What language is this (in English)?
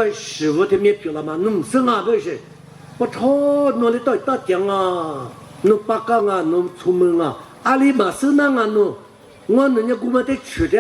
Lisu